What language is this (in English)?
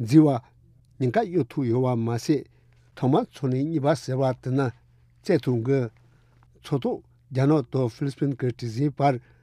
Tibetan